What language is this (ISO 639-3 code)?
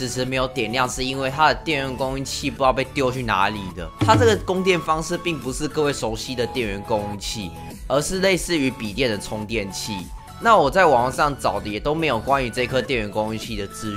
zho